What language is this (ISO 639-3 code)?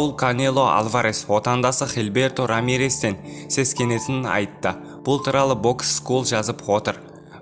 kaz